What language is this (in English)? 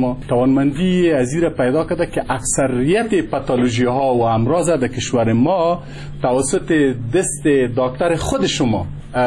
Persian